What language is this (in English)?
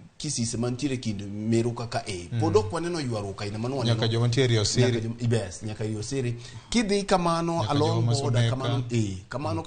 Luo (Kenya and Tanzania)